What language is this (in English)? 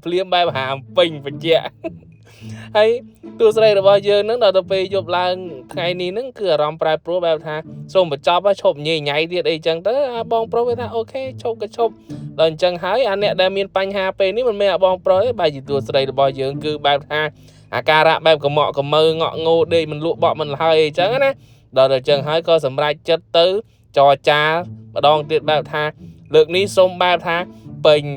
Khmer